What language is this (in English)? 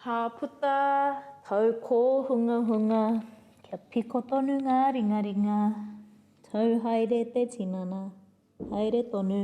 Māori